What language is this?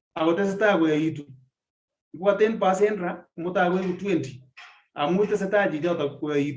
Kalenjin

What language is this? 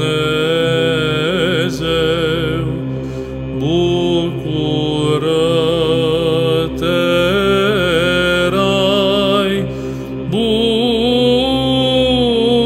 Romanian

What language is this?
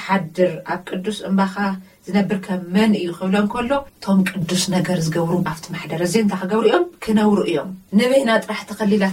Tigrinya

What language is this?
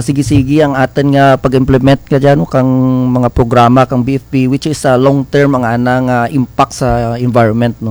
Kinaray-a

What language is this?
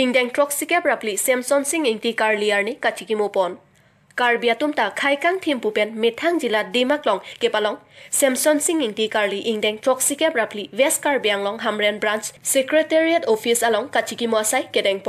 Karbi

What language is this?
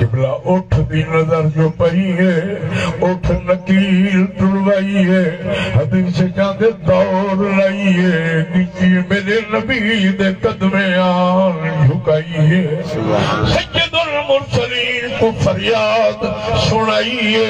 Saraiki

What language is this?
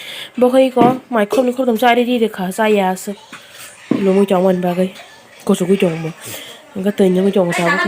Kok Borok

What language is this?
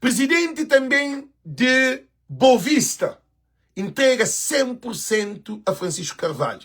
Kabuverdianu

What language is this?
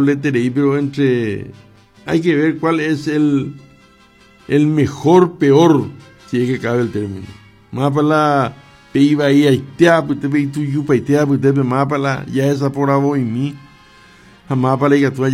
Guarani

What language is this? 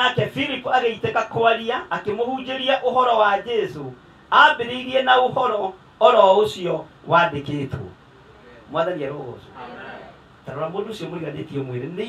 Kikuyu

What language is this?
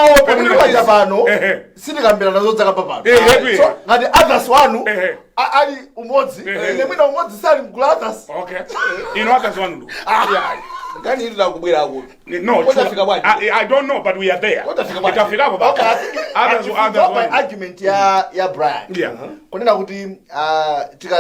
Nyanja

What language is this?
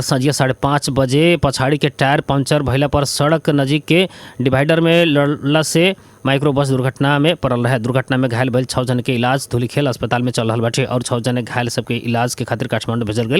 Bhojpuri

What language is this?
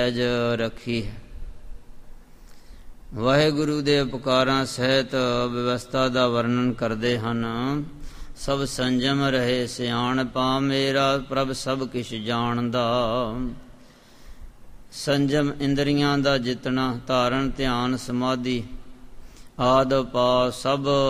Punjabi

